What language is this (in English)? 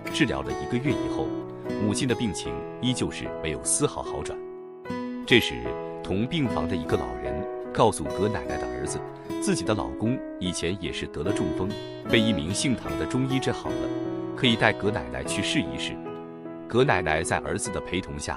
Chinese